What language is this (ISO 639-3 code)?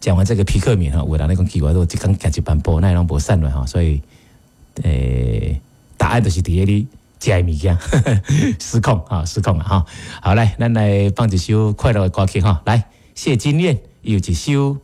nan